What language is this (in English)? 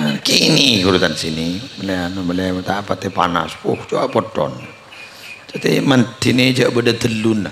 Madurese